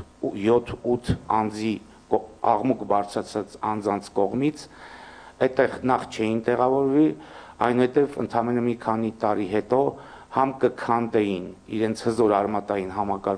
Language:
Armenian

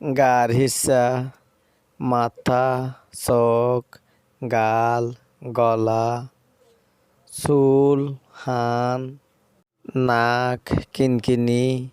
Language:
Rohingya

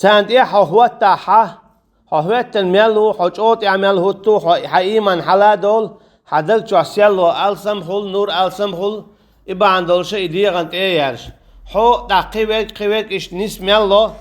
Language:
Chechen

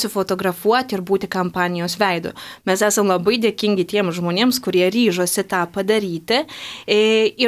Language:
Lithuanian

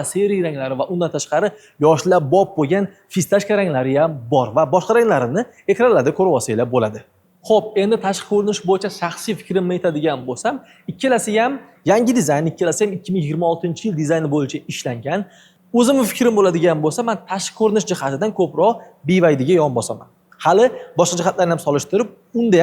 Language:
Uzbek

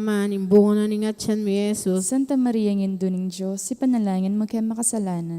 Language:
Pampanga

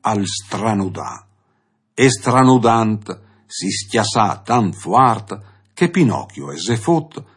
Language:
Friulian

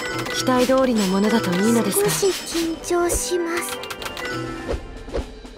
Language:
Japanese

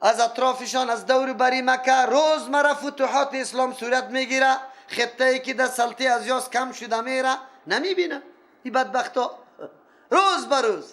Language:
Persian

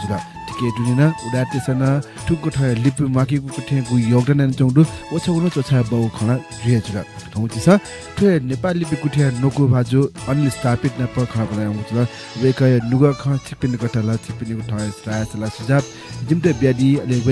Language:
Newari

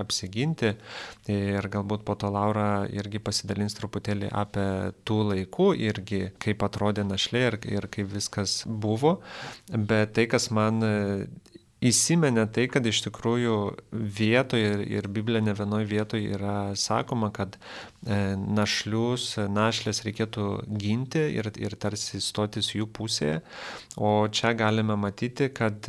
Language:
Lithuanian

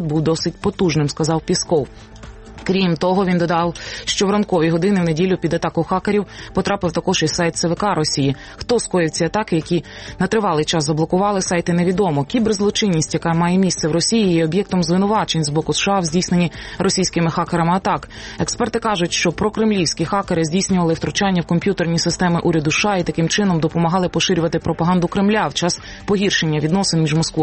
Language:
Ukrainian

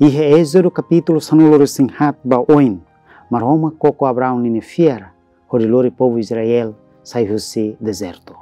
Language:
Tetum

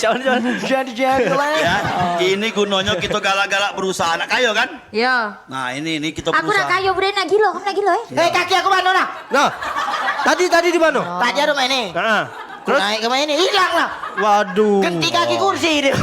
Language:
Musi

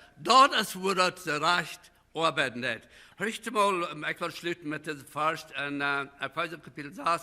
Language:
Plautdietsch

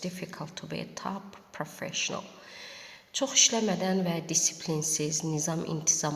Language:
Azerbaijani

